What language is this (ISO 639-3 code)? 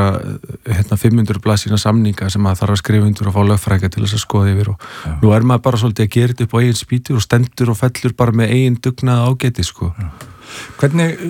isl